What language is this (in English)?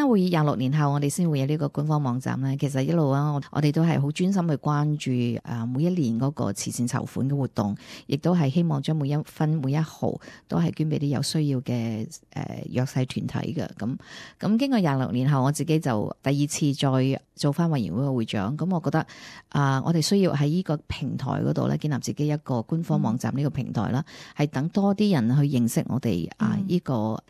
Cantonese